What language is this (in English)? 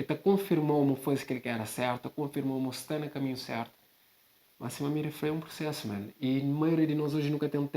Kabuverdianu